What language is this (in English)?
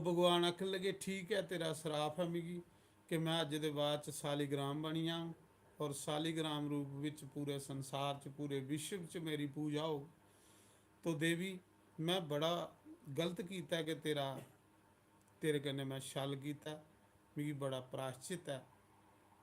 Dogri